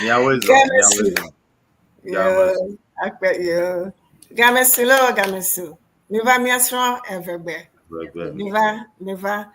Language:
Ewe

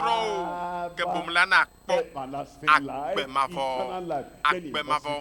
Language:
Ewe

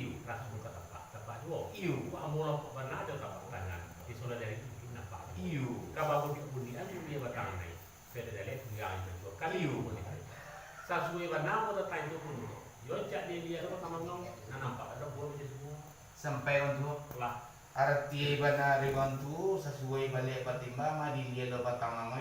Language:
Minangkabau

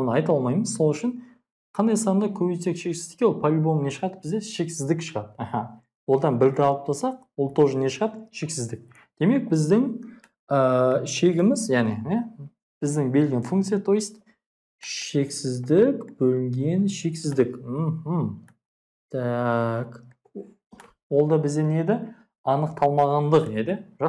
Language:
Kazakh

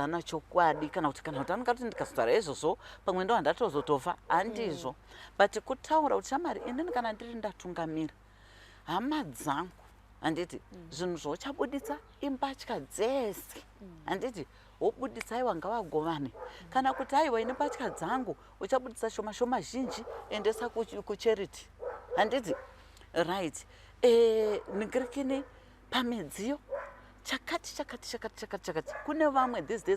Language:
Shona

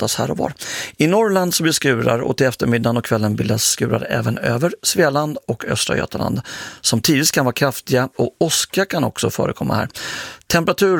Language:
Swedish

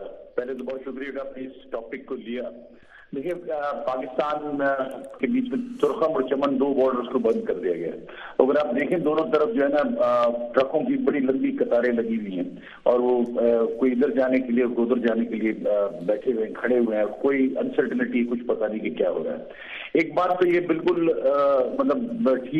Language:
Urdu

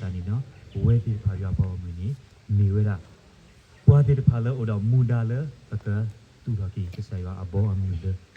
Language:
S'gaw Karen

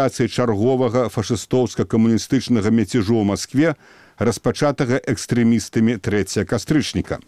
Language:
Belarusian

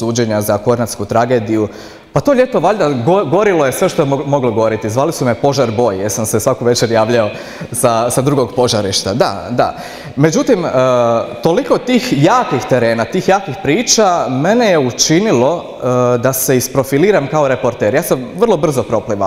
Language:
Croatian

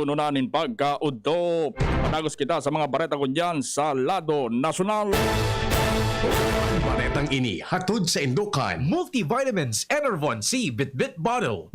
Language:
Bikol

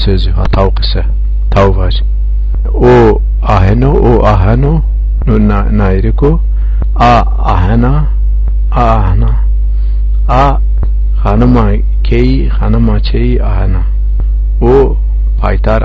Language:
Zaza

